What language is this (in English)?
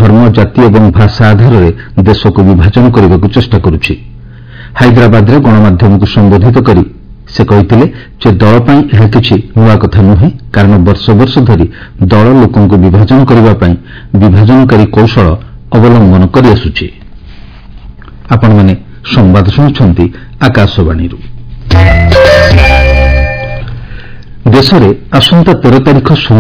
Odia